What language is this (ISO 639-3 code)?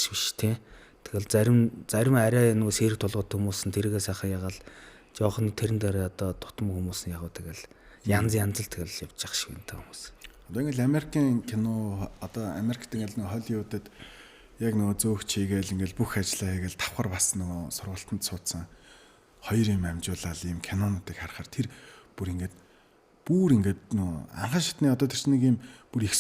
mon